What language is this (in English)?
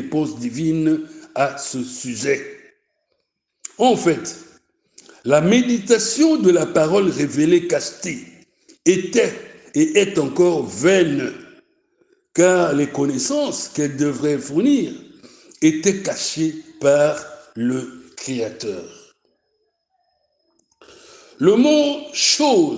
French